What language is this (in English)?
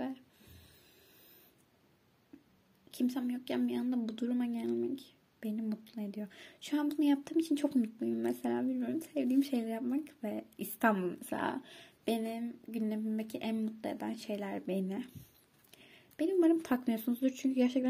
Turkish